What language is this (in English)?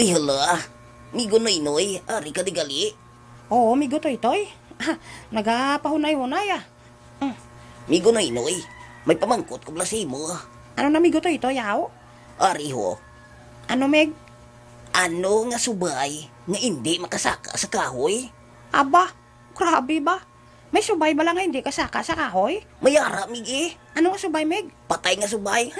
Hiligaynon